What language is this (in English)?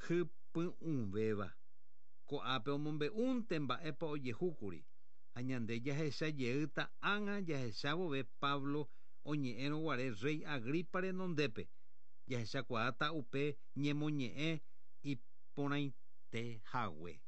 Guarani